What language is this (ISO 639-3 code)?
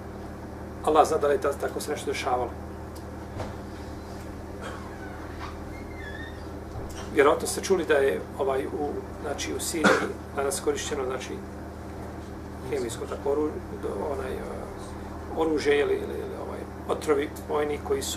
bos